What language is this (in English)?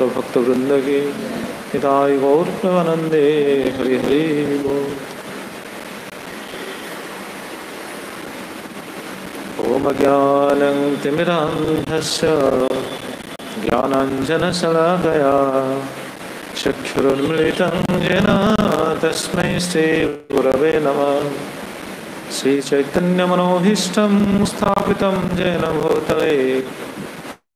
Odia